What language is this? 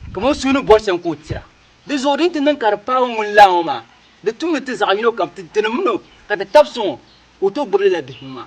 Dagbani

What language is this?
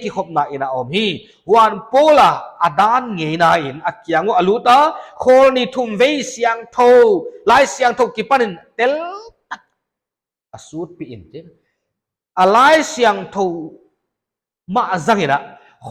Paite Chin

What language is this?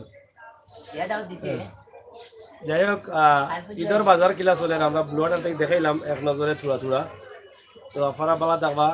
Sylheti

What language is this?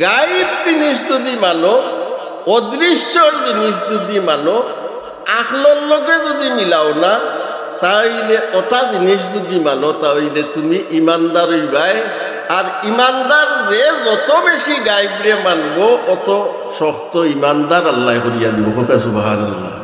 Sylheti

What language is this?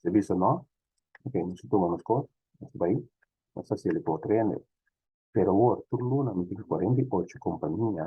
Papiamento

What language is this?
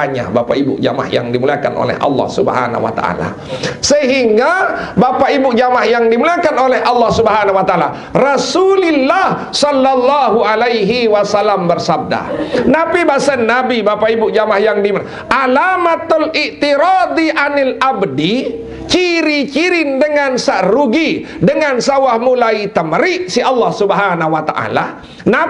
Sasak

